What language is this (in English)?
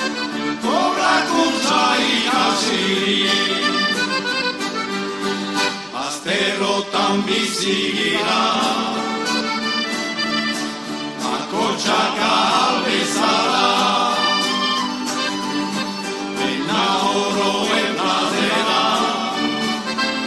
Basque